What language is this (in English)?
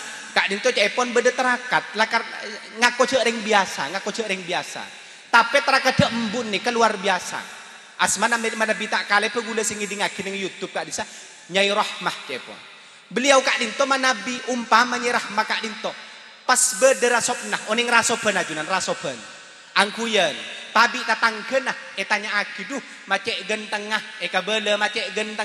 Madurese